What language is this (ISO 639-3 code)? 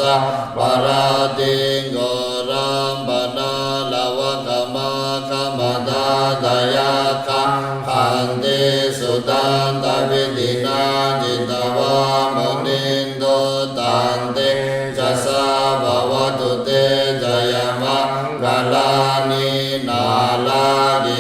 pli